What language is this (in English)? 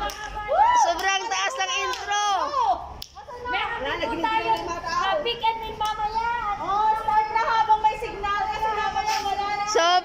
Filipino